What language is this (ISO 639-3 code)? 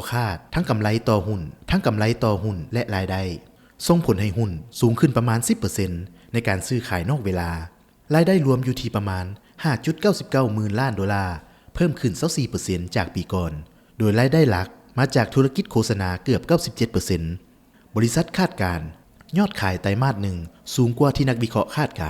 lao